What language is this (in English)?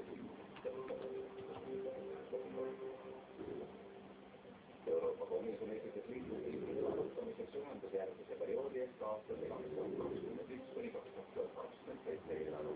Estonian